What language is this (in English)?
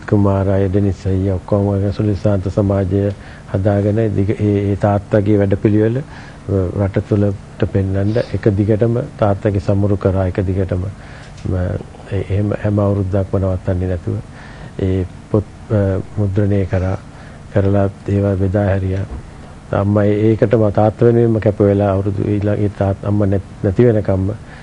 Sinhala